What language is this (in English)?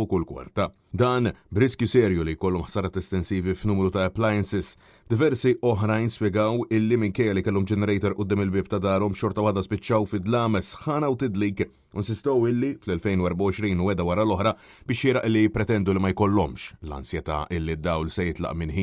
Maltese